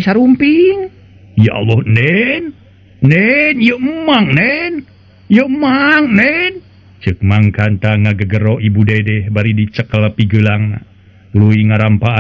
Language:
Sundanese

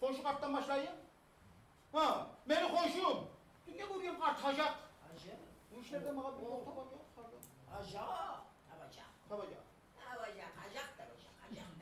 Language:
Kumyk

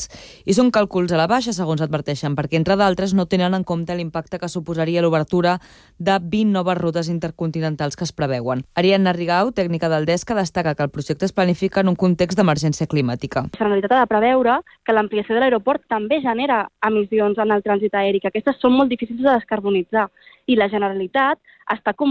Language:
Catalan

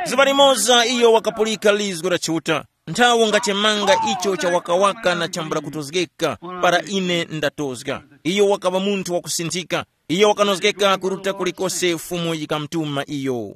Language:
Tumbuka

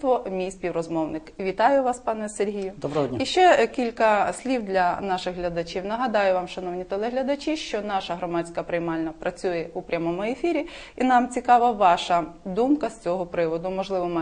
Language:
Ukrainian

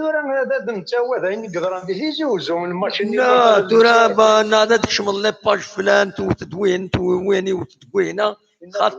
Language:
Kabyle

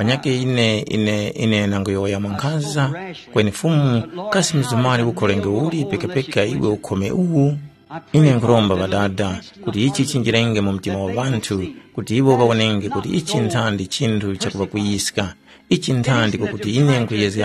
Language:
Tumbuka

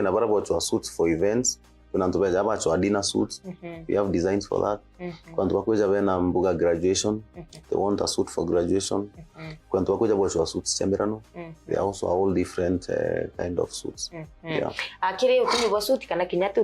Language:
Meru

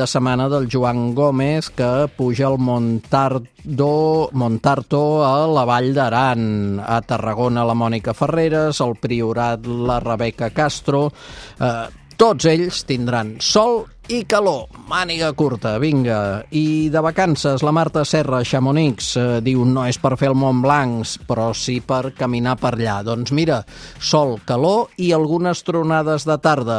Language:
Catalan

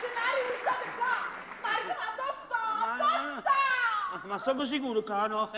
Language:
Neapolitan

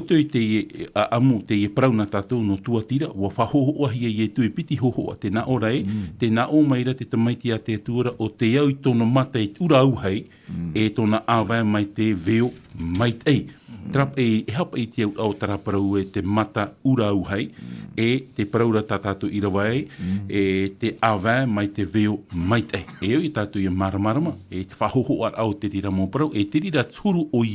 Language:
Tahitian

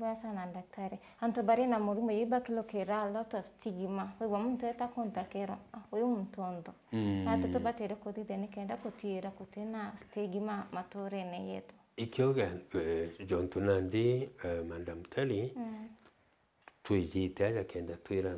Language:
Meru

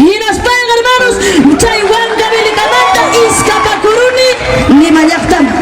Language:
Ayacucho Quechua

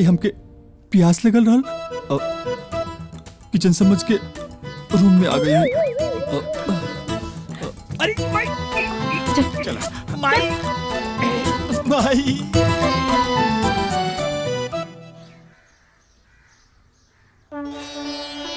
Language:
Bhojpuri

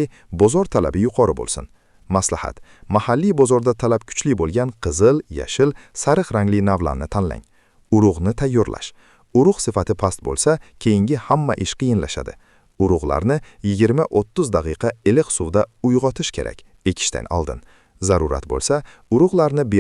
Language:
Uzbek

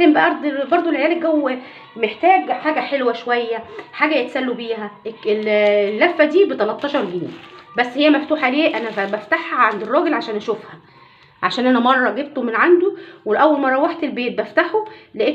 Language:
Egyptian Arabic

